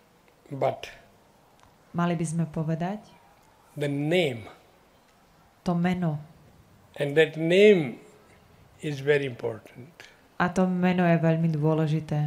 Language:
Slovak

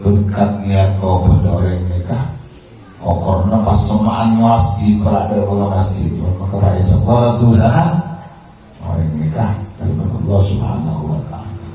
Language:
Madurese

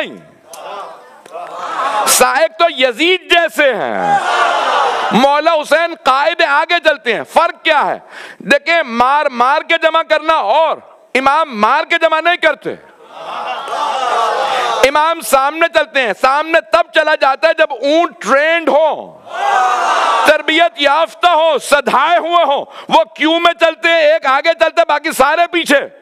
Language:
Urdu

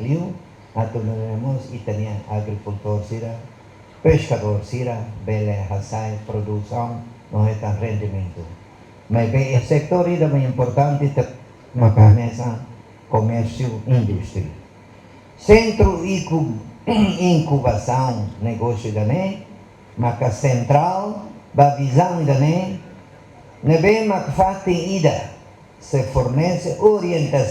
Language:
Tetum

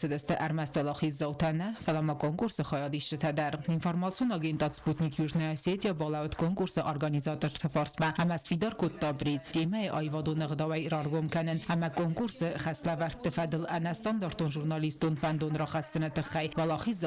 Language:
Ossetic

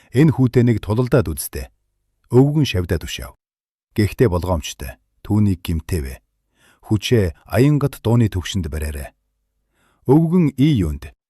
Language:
Mongolian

